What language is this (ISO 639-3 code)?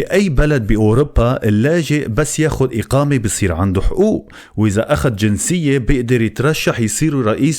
apc